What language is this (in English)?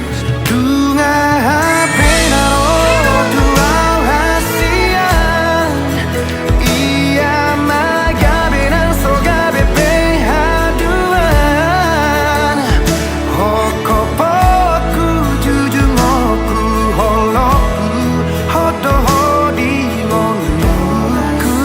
Batak Toba